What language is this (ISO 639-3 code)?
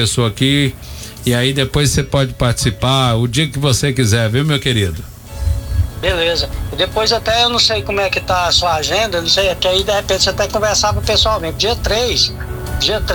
por